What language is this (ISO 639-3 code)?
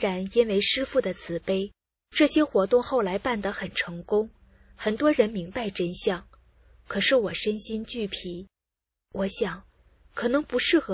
zho